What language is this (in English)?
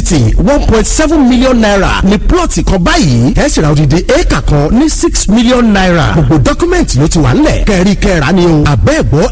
Yoruba